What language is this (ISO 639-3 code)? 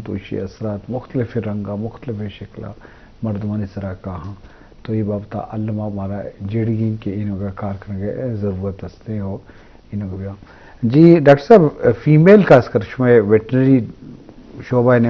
bgp